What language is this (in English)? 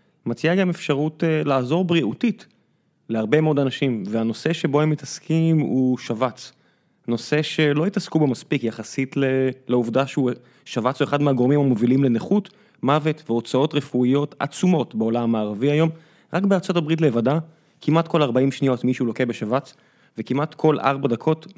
Hebrew